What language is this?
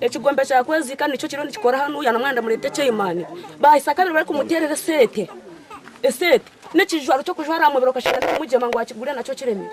Nyankole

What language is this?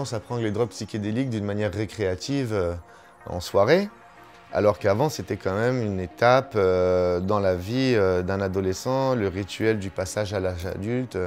French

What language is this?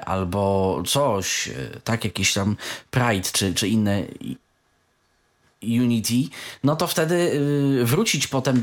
Polish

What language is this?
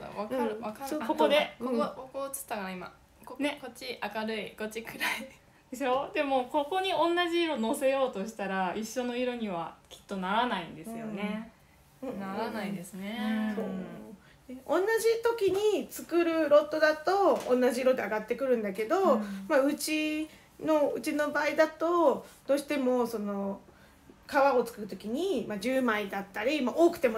Japanese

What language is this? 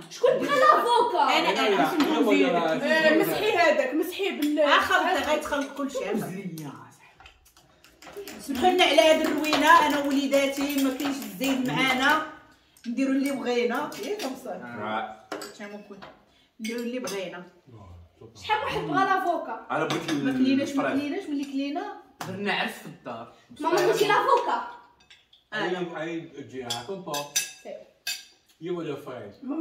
Moroccan Arabic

